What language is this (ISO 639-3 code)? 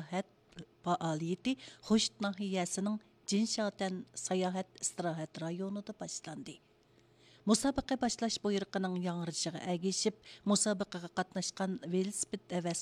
uig